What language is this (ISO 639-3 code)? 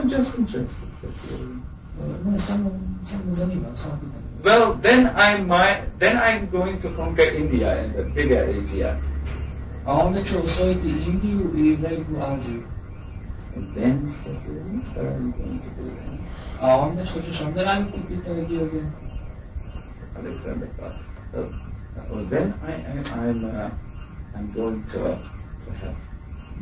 hrv